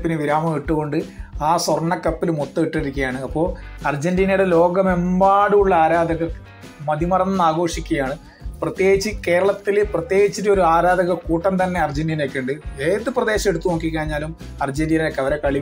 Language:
Malayalam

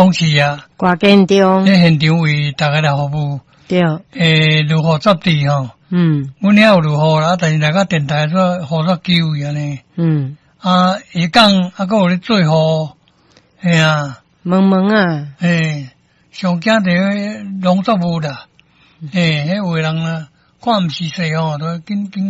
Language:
Min Nan Chinese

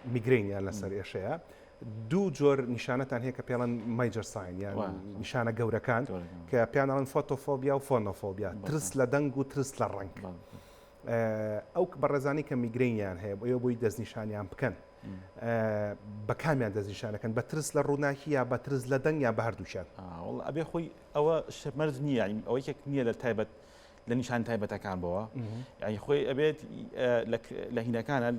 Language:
Central Kurdish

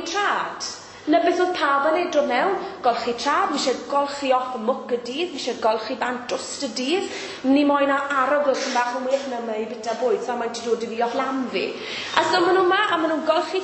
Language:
Welsh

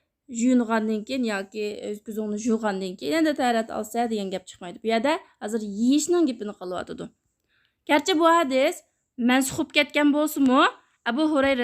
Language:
Uyghur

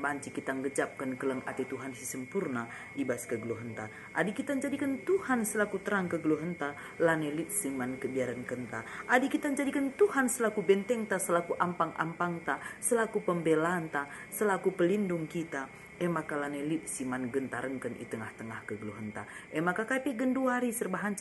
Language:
Batak Karo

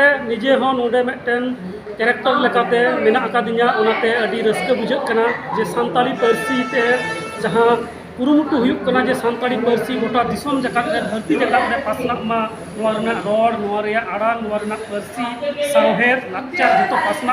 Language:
Santali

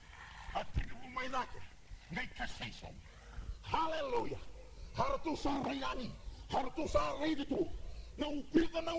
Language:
Fijian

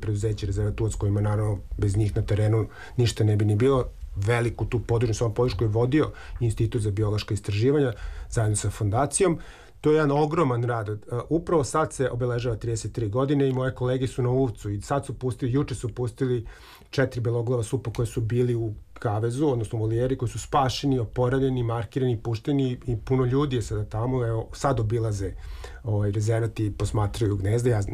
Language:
Serbian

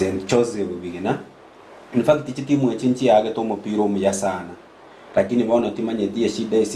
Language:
Gusii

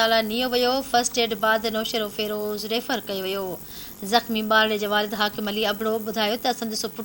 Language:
Sindhi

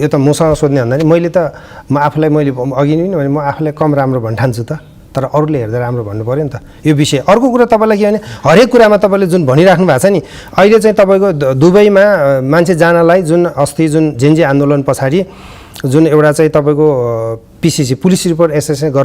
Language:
Nepali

